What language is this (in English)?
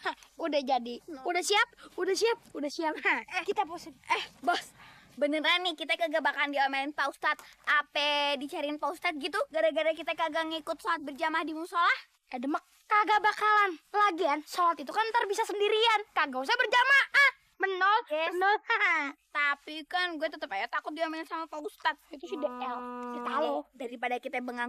Betawi